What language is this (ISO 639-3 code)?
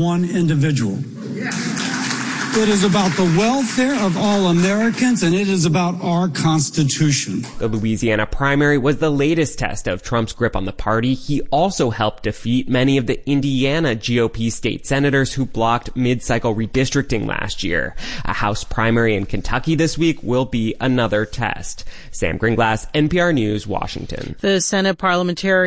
eng